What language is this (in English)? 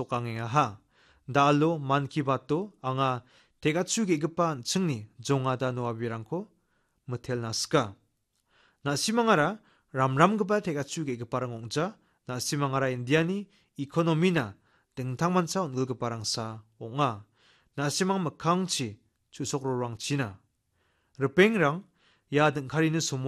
Garo